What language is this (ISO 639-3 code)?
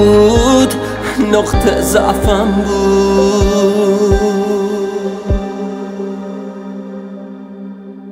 fas